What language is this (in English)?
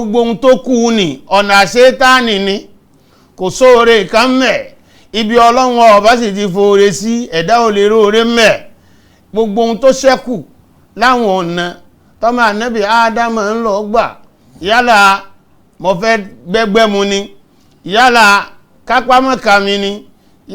Yoruba